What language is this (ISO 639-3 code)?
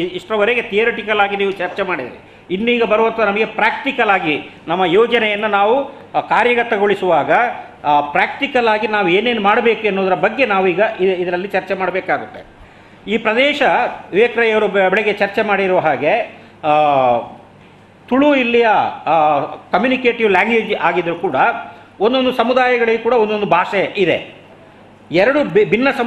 kan